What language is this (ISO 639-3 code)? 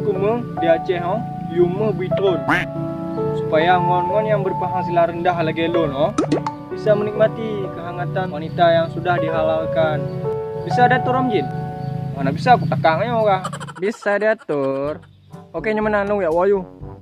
ace